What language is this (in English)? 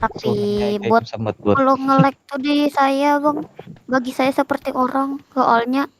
Banjar